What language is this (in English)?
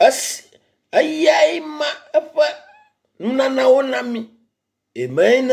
Ewe